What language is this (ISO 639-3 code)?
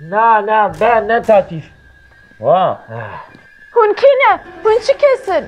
kur